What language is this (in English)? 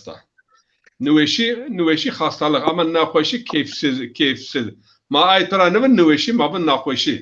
Zaza